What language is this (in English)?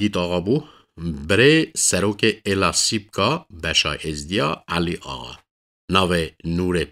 Kurdish